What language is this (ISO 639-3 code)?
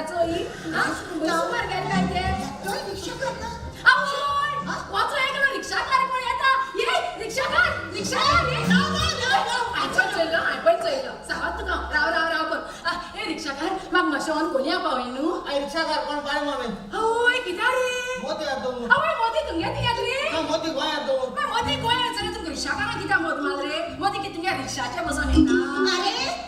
kok